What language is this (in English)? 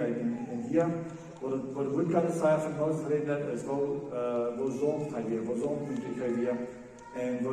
Plautdietsch